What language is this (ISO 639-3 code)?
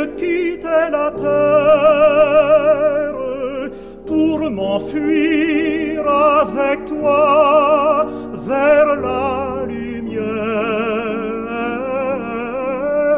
fra